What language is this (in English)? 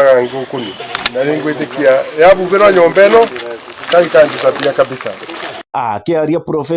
Meru